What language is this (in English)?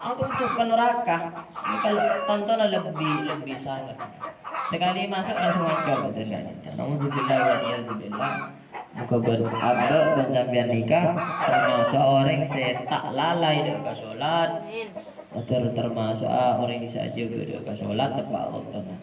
Madurese